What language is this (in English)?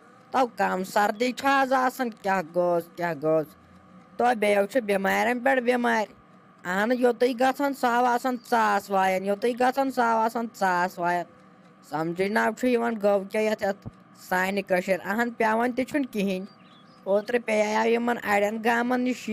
Kashmiri